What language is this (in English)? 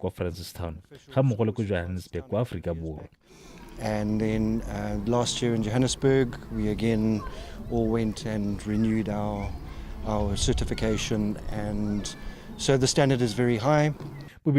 Tswana